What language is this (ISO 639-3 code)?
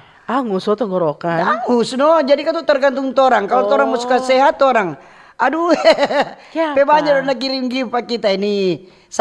xmm